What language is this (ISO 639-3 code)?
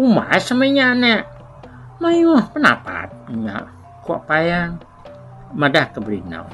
iba